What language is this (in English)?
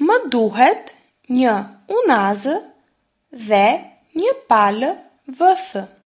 Albanian